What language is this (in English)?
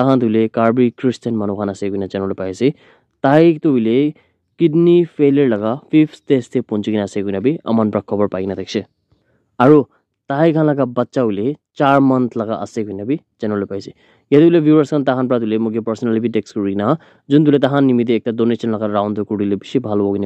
Naga Pidgin